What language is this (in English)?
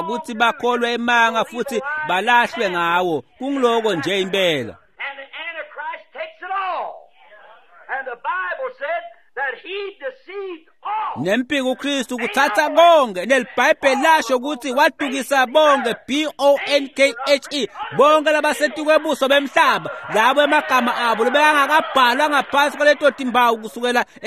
Swati